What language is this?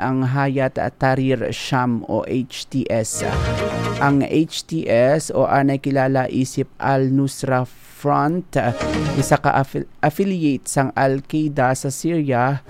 Hiligaynon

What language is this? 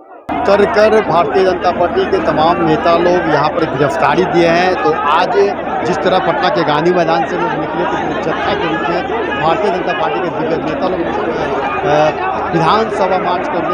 Hindi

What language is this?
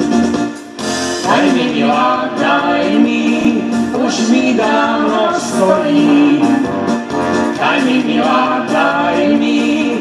Slovak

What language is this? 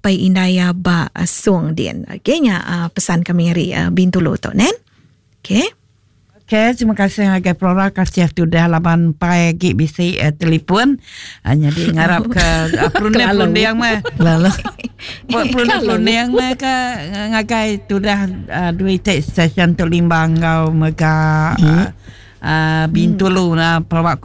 Iban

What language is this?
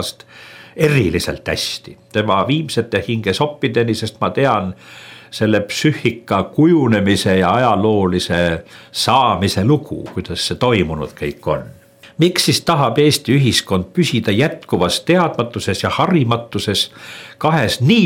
Estonian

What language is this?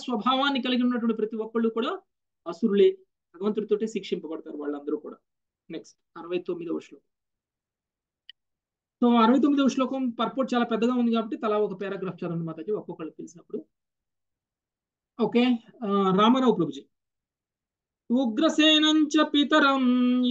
Telugu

